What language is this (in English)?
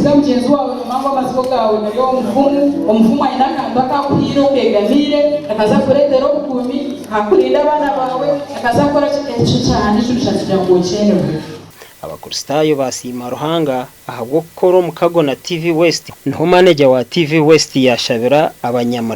Nyankole